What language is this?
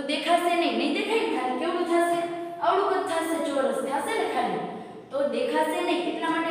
Gujarati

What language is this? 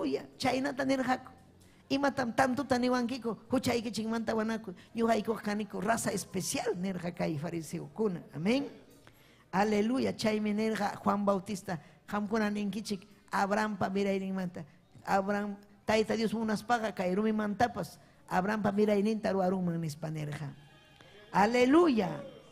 Ayacucho Quechua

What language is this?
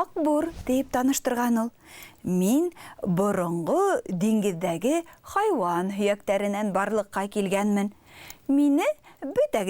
Bashkir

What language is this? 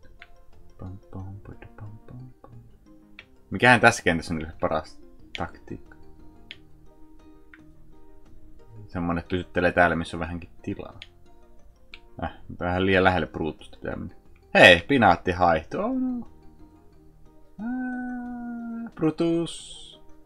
Finnish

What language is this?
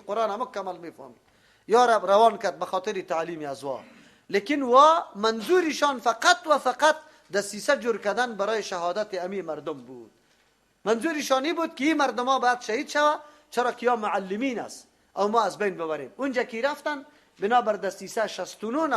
Persian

